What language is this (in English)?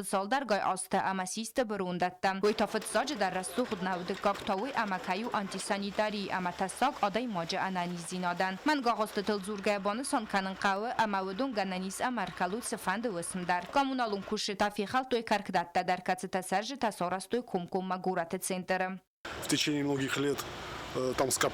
Ossetic